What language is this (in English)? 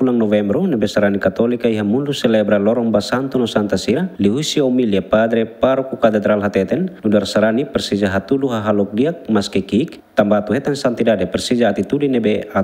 Tetum